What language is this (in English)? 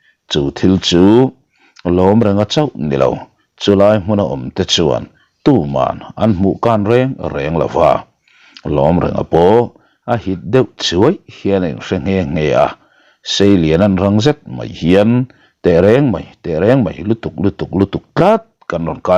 Mizo